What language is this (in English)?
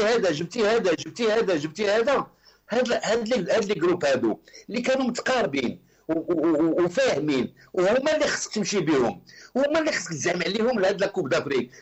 Moroccan Arabic